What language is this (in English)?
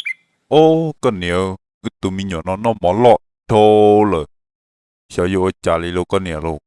Hmong